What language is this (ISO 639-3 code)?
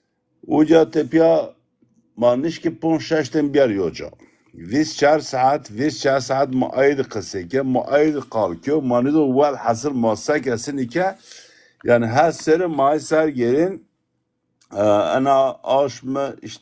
zza